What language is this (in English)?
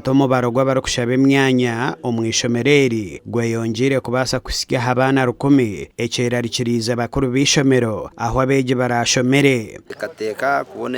Nyankole